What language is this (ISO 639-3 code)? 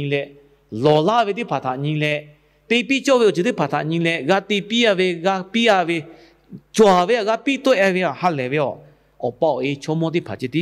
lhu